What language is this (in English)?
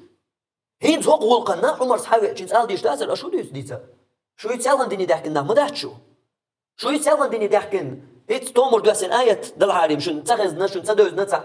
Chechen